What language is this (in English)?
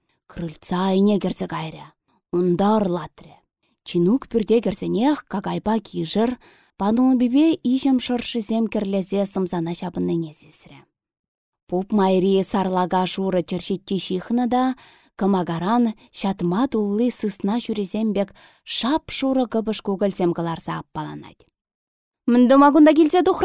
Chuvash